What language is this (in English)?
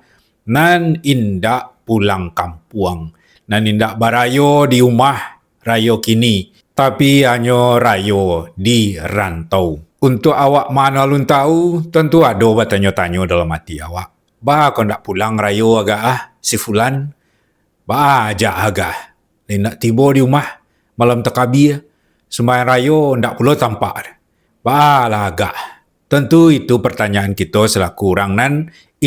Minangkabau